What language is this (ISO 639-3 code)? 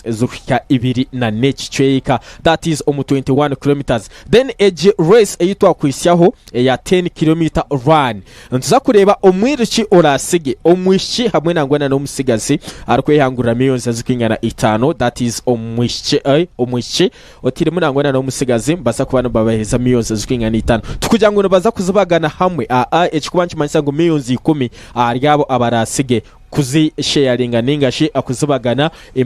nyn